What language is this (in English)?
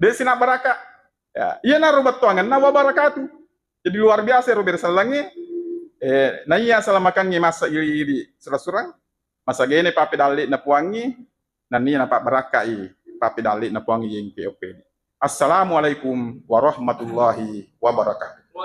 Buginese